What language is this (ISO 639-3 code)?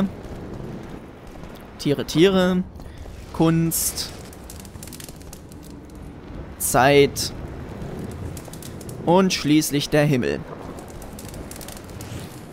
deu